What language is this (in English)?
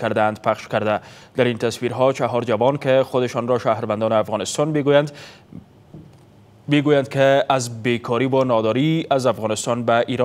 Persian